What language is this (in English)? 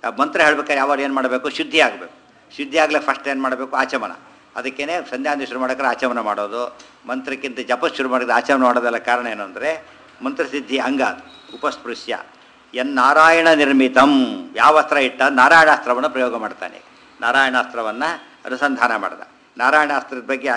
Kannada